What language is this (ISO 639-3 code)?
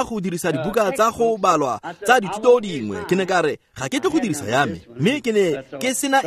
tsn